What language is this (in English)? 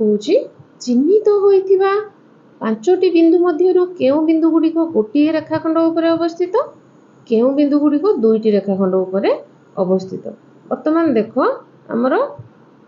Odia